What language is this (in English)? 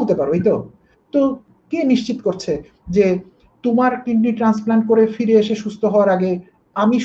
Bangla